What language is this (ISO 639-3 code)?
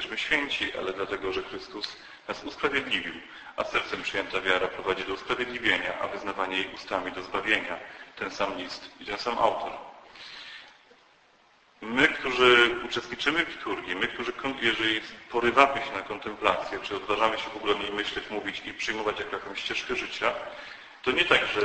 pol